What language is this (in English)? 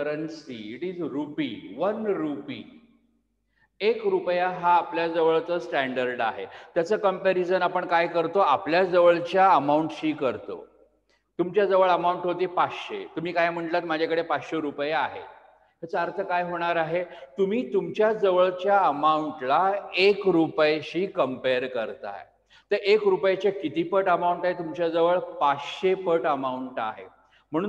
Marathi